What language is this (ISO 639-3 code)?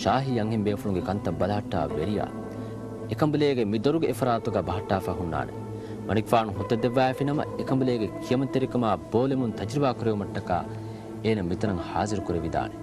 div